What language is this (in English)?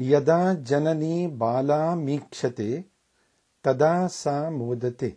Sanskrit